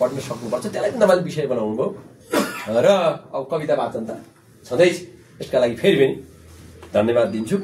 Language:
Nepali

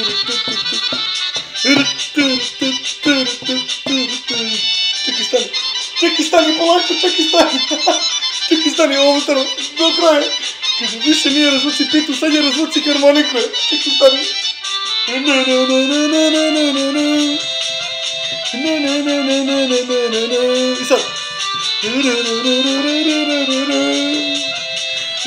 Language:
Serbian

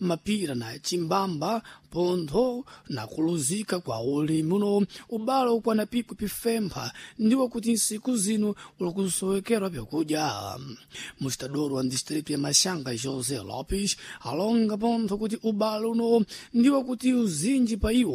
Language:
Sena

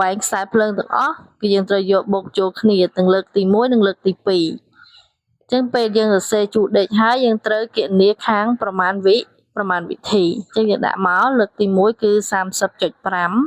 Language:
Khmer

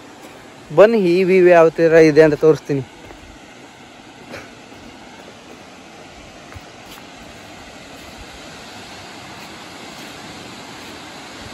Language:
Kannada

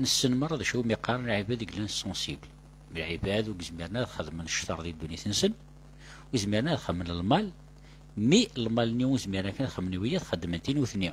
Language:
Kabyle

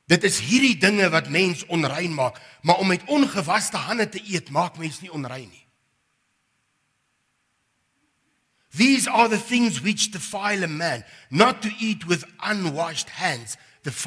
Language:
Afrikaans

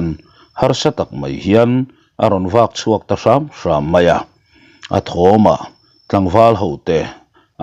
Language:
Mizo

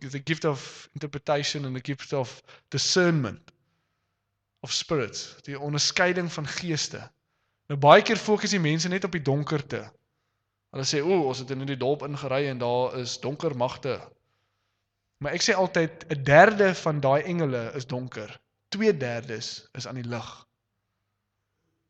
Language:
Afrikaans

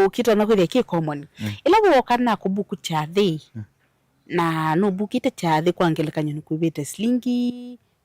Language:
Kamba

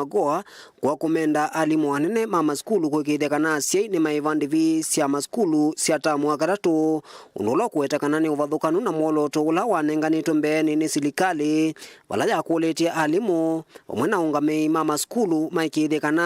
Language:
Kamba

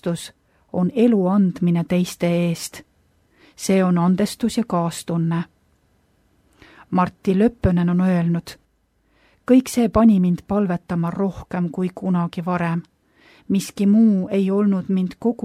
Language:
Estonian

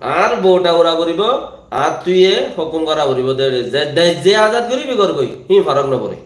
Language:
Rohingya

